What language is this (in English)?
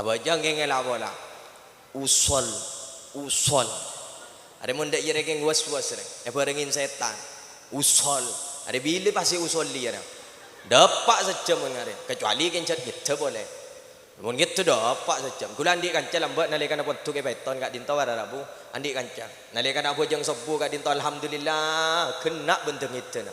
Madurese